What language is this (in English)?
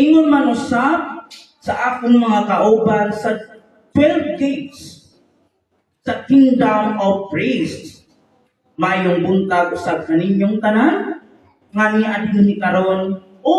Cebuano